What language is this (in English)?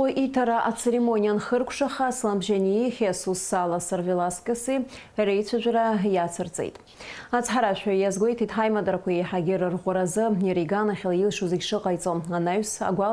Abkhazian